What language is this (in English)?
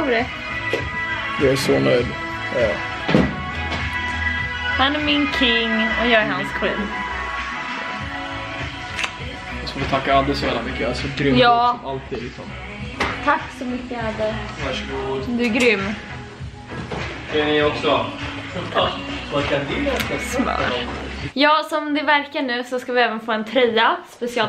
Swedish